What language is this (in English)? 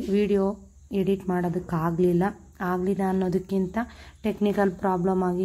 Kannada